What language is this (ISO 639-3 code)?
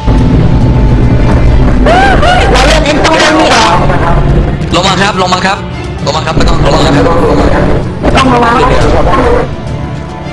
tha